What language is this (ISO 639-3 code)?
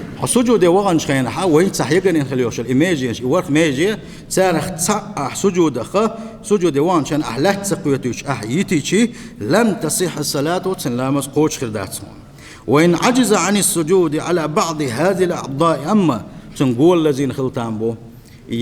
che